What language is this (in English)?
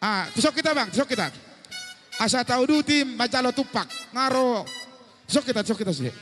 Batak Toba